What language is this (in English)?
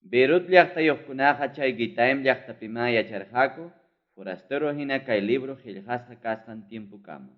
Ayacucho Quechua